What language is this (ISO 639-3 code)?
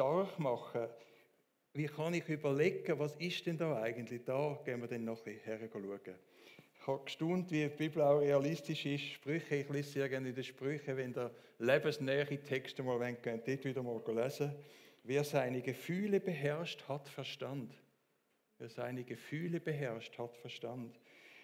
gsw